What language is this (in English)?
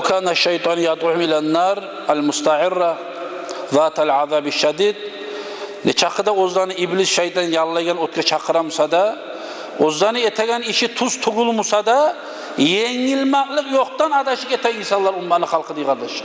Kumyk